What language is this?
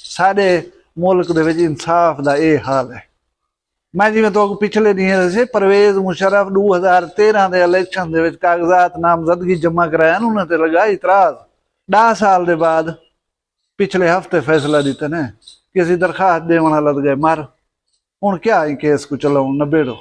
Saraiki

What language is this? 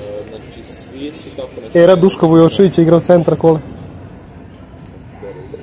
Serbian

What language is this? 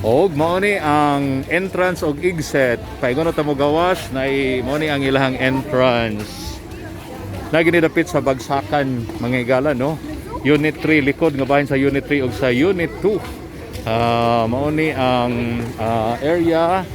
Cebuano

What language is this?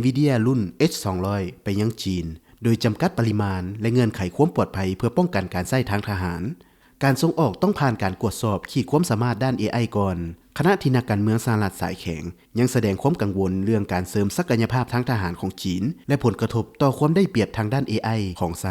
Lao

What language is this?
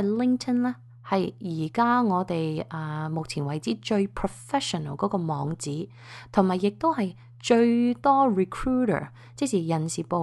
Cantonese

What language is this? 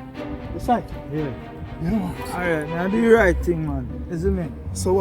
Jamaican Creole English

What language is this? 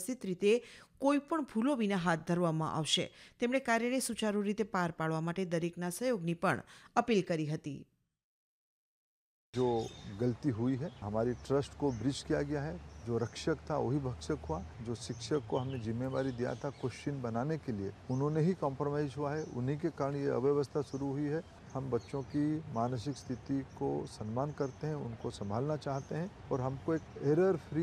Gujarati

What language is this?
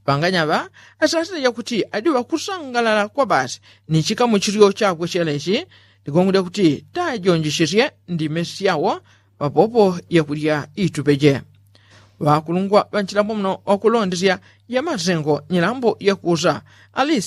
Yao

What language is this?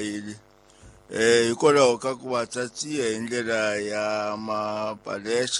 Tsonga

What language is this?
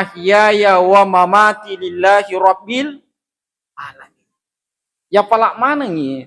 Buginese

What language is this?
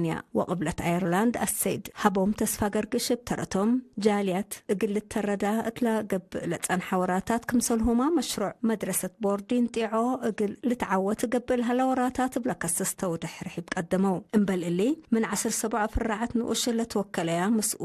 Tigre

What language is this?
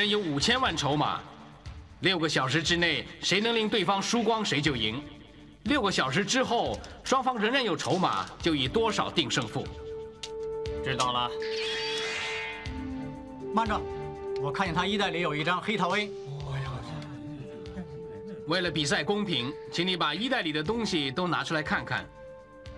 Chinese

